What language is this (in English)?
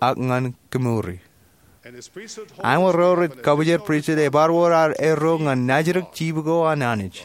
Marshallese